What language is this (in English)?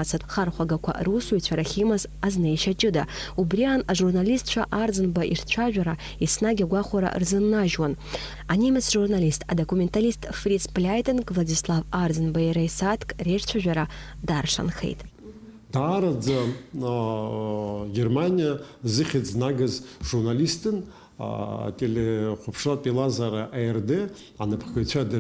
Abkhazian